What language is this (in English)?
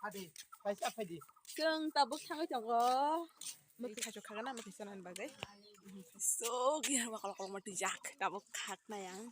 Kok Borok